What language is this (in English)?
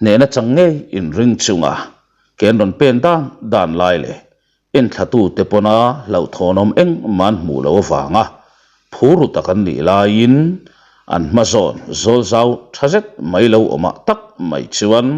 Mizo